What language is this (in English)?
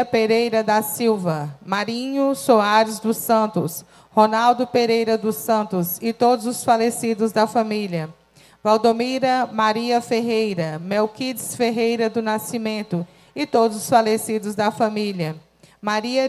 Portuguese